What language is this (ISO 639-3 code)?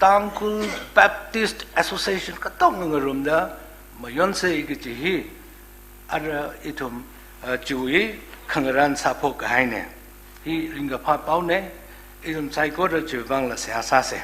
nmf